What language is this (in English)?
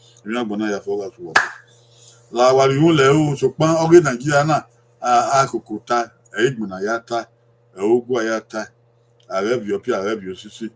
Bini